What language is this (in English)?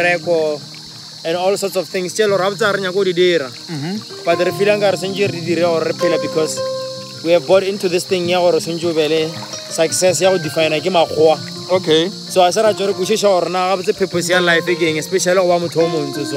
Tswana